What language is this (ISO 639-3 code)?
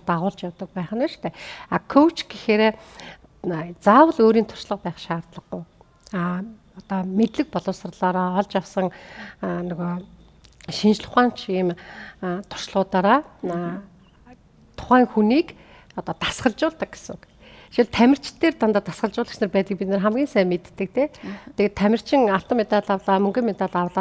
mon